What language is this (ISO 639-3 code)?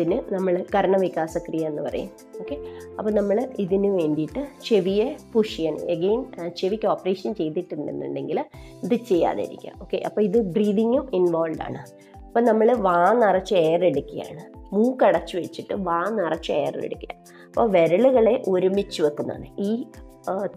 mal